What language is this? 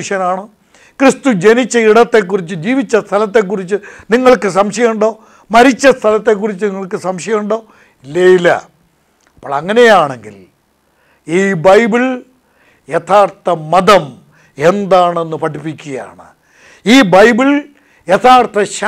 Malayalam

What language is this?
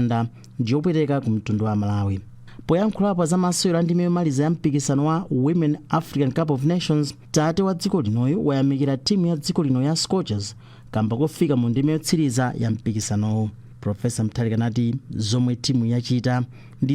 Nyanja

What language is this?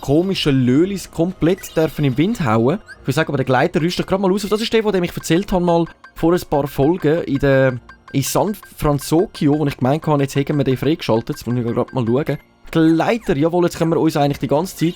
Swiss German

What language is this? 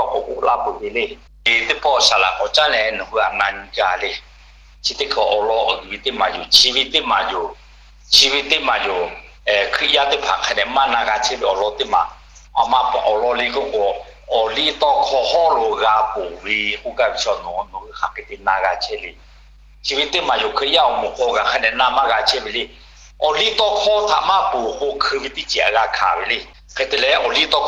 Lahu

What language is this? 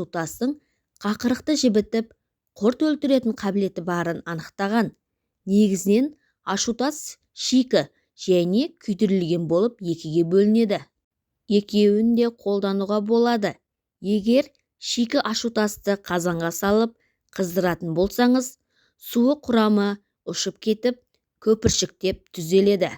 Kazakh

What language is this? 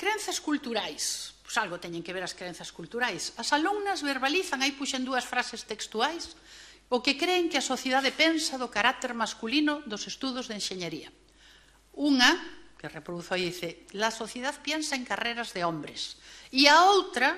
Galician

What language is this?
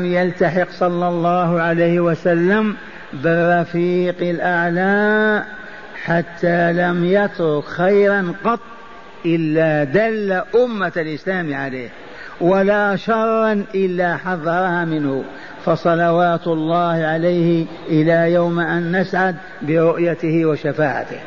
Arabic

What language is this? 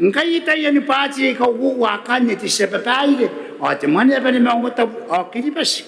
Gilbertese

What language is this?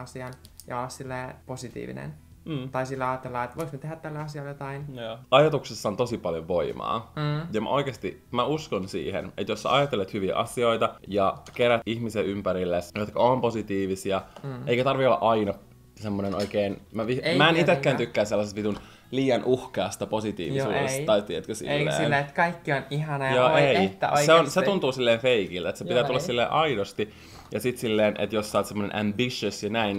Finnish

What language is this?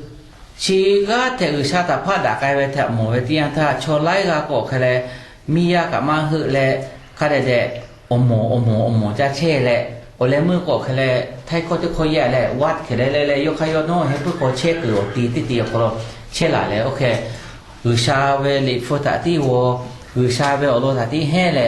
Lahu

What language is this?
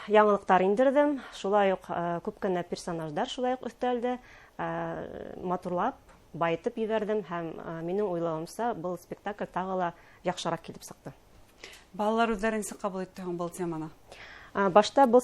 Bashkir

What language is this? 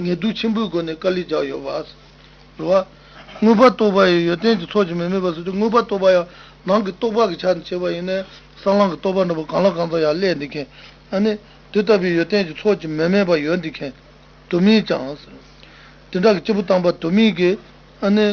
Tibetan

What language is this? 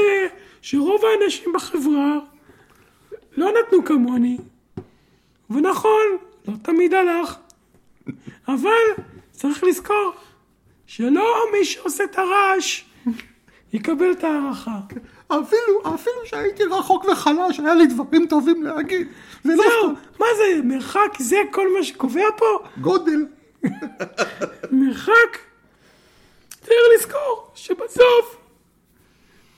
Hebrew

